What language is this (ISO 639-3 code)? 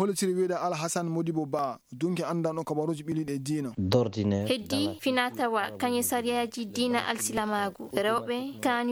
ful